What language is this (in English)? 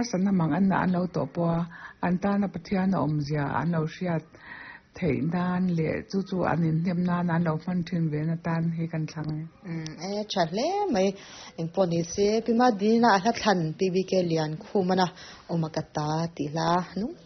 Mizo